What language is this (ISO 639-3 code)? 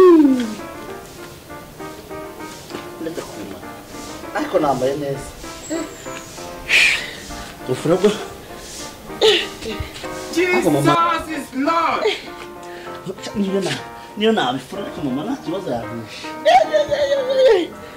kin